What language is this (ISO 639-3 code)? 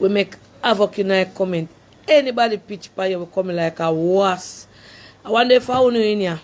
jam